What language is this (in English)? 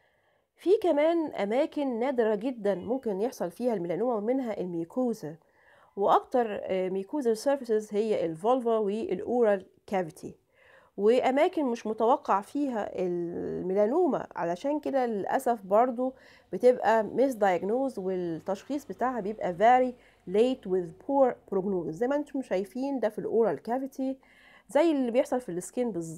Egyptian Arabic